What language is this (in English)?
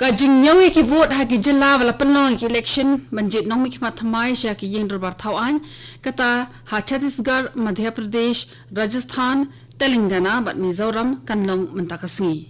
Khasi